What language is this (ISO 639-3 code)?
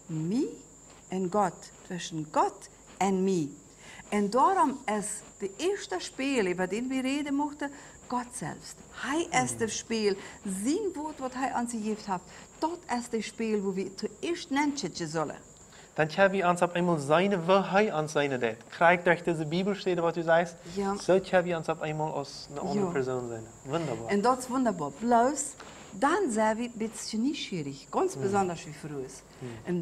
pdt